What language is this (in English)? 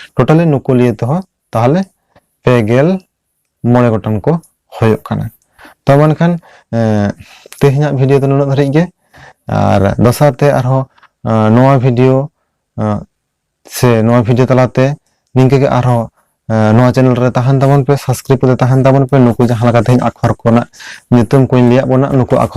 Santali